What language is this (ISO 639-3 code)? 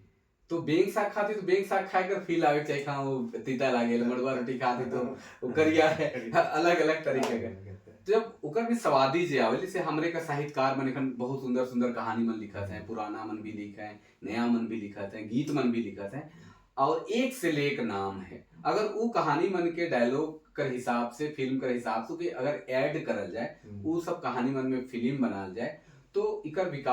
sck